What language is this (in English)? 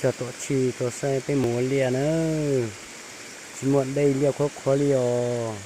Hmong